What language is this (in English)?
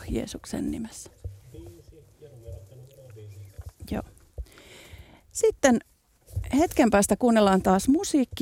Finnish